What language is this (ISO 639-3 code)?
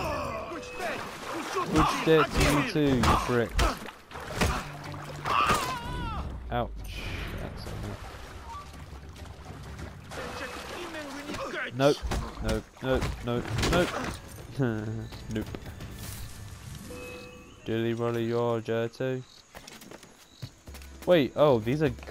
eng